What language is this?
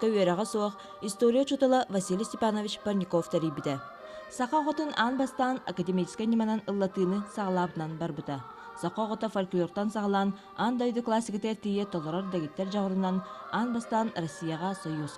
Yakut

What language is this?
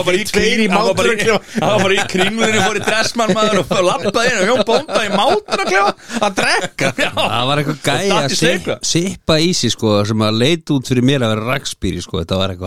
Icelandic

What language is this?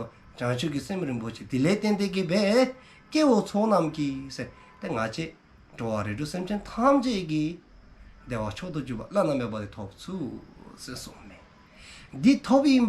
Dzongkha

